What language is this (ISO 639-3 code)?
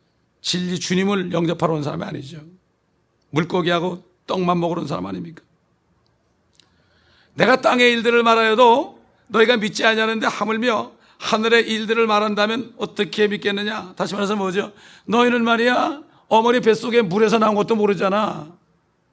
kor